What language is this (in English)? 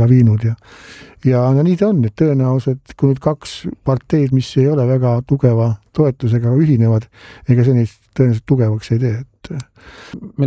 Estonian